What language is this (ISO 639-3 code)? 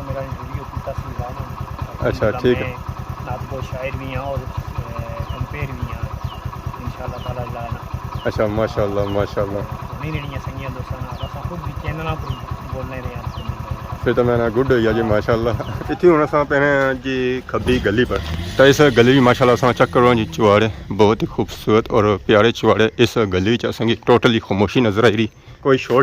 phr